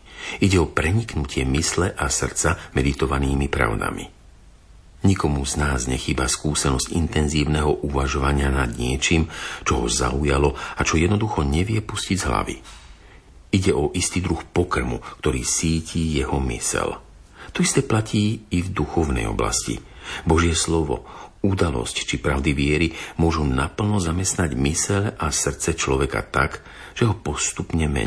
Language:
Slovak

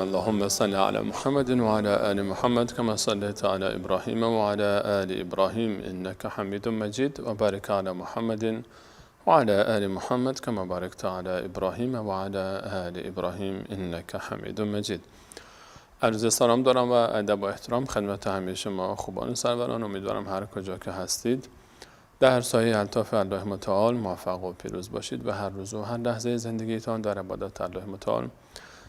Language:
Persian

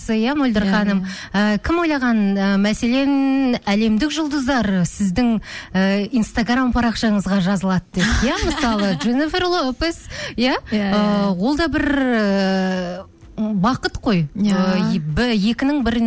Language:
Kazakh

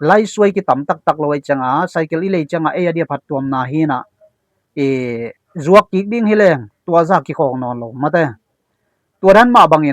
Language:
Tedim Chin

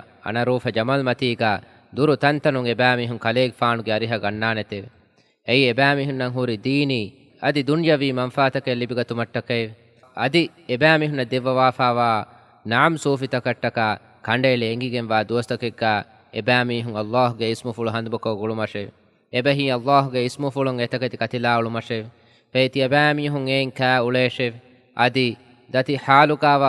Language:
Divehi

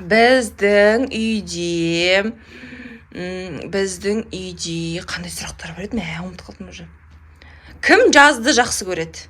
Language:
Kazakh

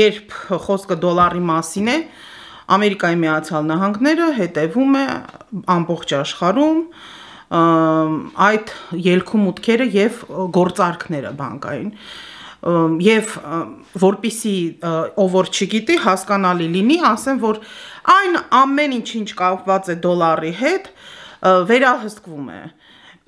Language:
Armenian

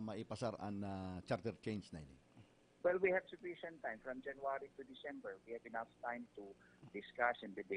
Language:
Bikol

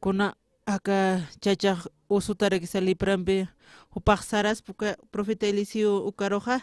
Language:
Aymara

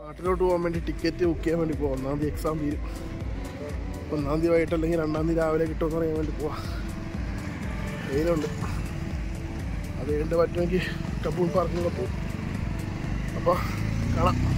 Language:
Malayalam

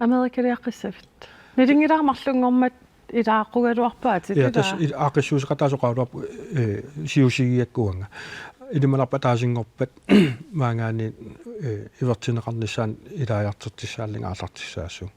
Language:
Kalaallisut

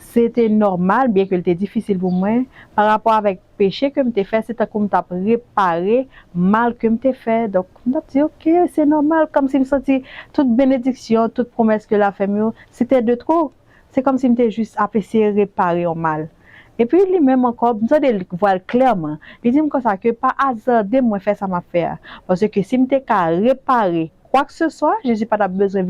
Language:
Haitian Creole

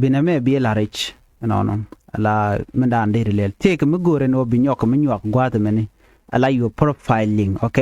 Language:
Nuer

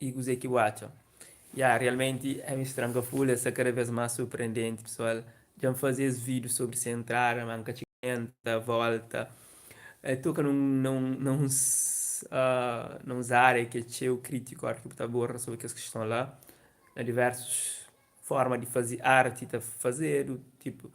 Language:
Kabuverdianu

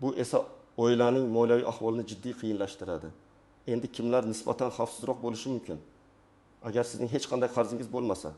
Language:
Uzbek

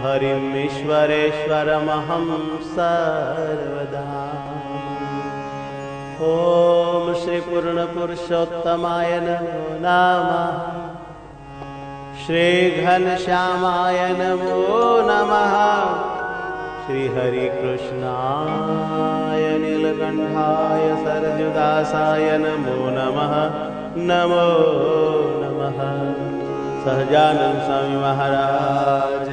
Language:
Gujarati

